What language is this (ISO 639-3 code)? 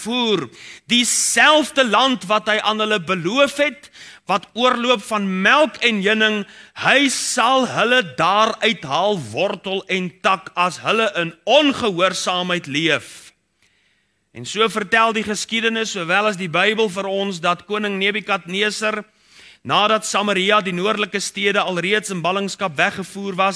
afr